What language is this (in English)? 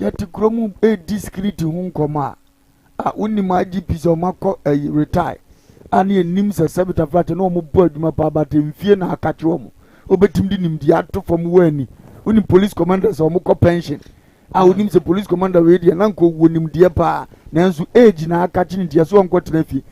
Akan